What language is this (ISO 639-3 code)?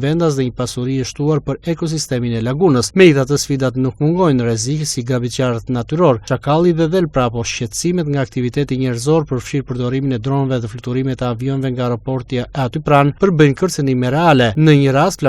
sqi